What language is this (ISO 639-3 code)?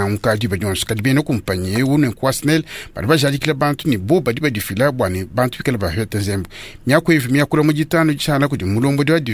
lua